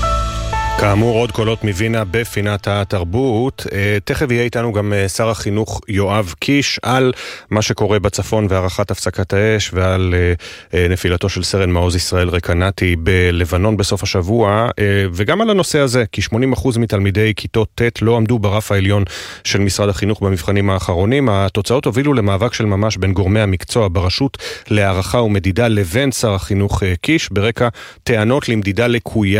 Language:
Hebrew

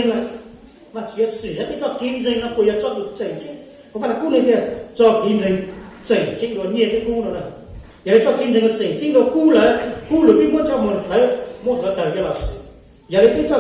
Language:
Hmong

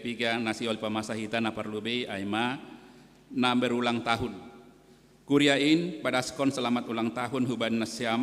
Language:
Batak Simalungun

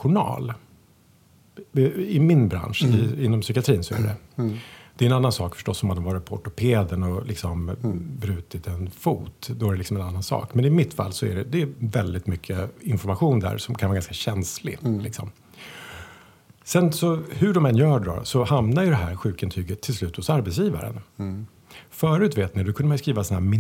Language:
Swedish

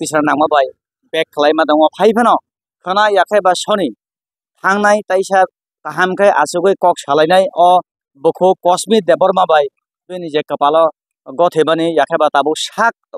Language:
Kok Borok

